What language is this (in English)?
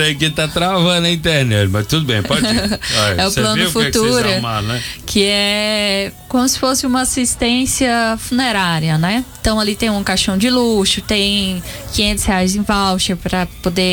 Portuguese